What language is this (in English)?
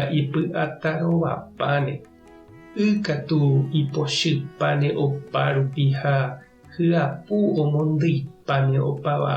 Guarani